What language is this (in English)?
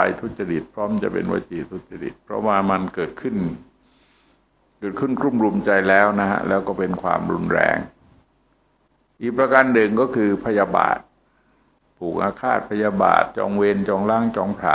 Thai